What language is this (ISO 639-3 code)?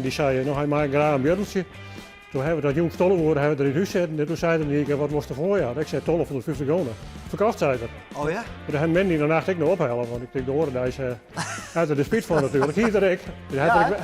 fry